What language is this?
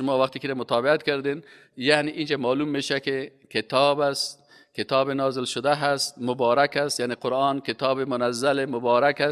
Persian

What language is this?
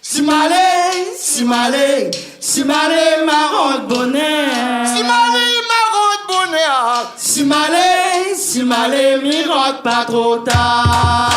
Réunion Creole French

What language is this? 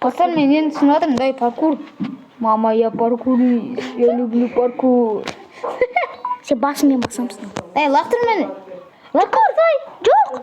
Kazakh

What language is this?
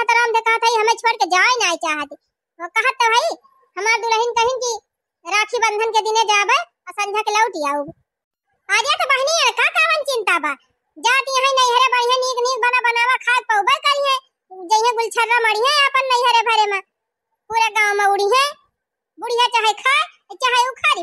Awadhi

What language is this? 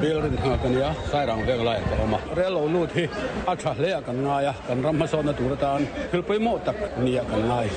Mizo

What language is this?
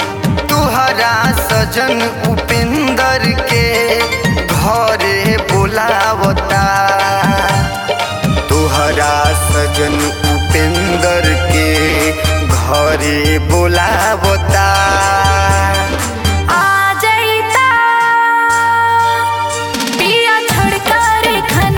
Bhojpuri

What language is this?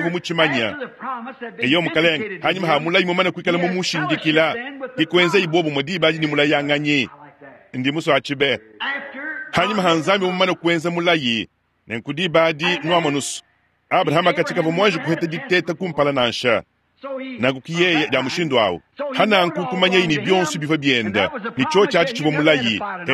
Luba-Lulua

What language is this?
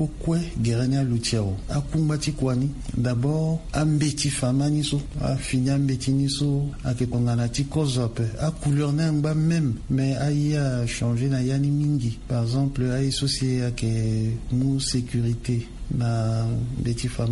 Sango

